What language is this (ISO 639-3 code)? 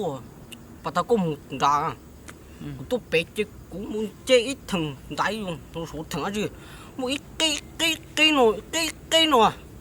hmn